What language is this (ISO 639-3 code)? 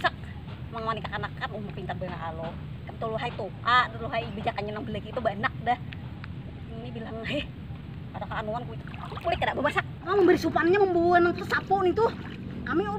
bjn